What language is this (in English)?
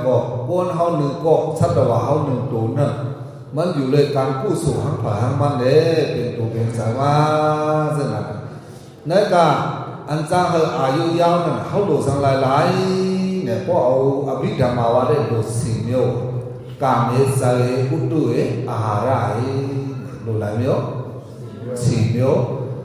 Shan